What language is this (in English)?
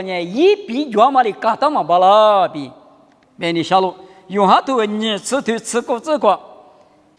Lisu